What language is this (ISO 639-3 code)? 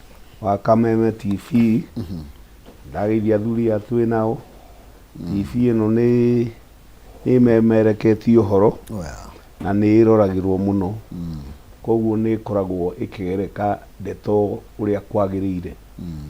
kik